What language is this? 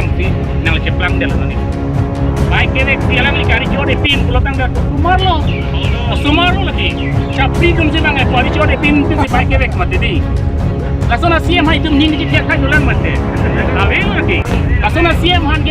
Karbi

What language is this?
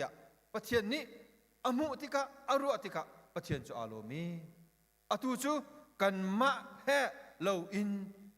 Hakha Chin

